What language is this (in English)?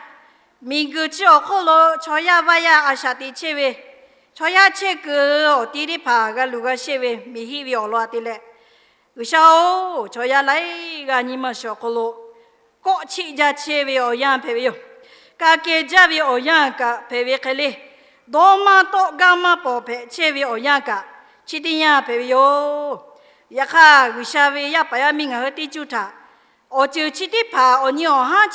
Lahu